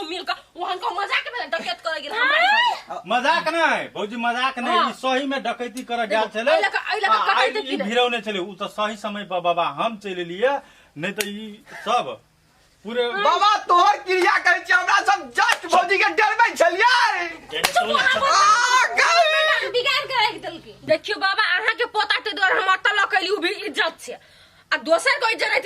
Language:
Maithili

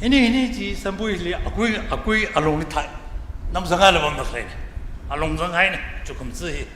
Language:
Tangkhul Naga (India)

